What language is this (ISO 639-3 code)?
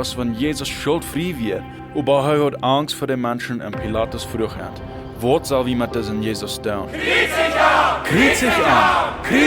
pdt